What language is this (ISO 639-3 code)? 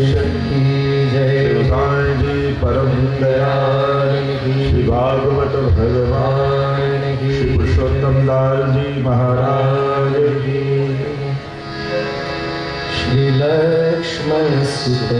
guj